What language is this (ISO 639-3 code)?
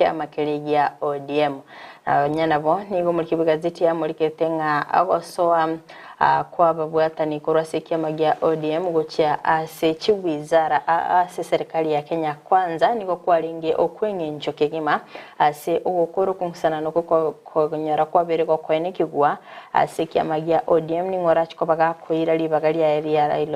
guz